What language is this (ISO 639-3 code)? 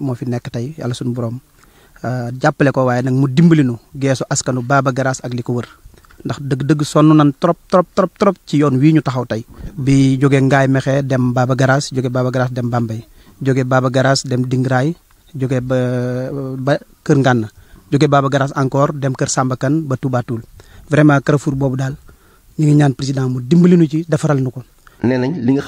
wol